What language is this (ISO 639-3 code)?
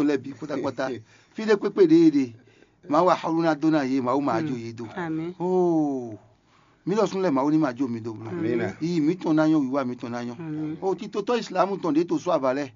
fon